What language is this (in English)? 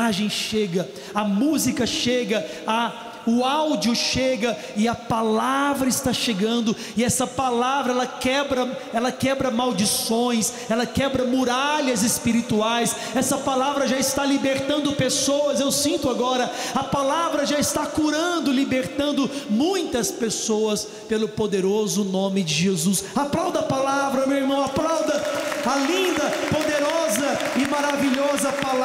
Portuguese